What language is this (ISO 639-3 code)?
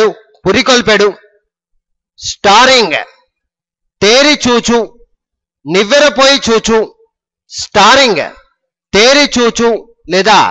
tel